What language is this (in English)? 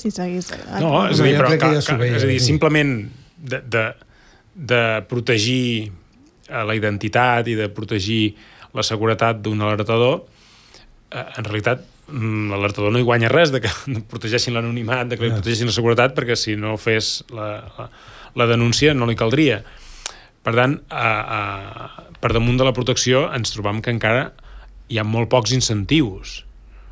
Catalan